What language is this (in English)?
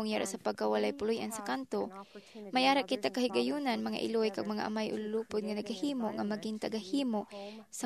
Hiligaynon